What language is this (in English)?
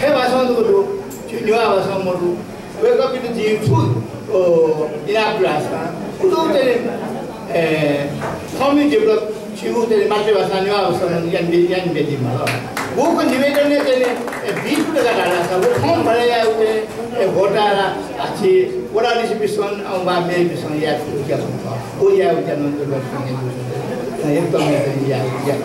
Newari